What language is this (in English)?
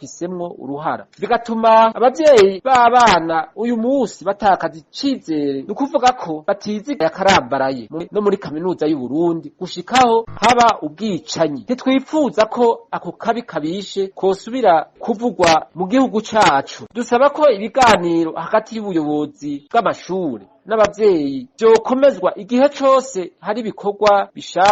Rundi